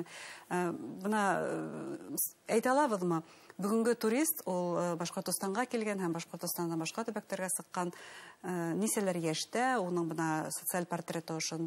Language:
Bashkir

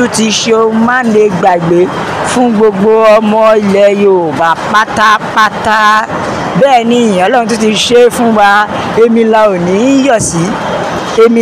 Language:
Yoruba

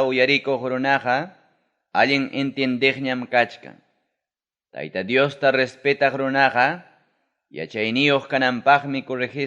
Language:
Ayacucho Quechua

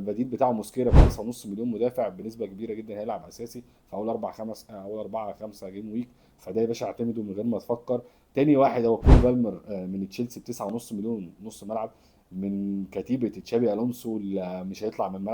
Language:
Egyptian Arabic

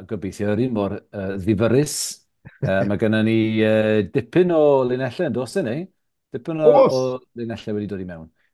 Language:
Welsh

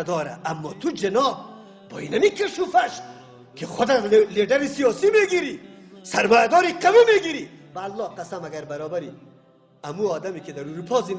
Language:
Persian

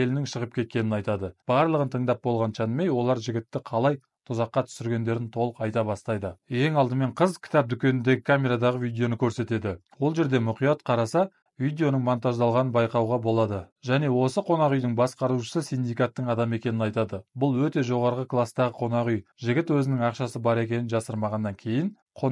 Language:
Kazakh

